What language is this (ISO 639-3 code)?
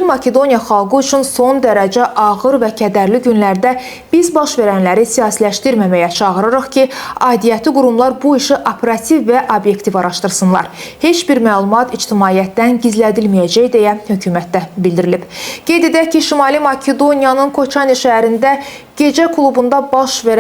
aze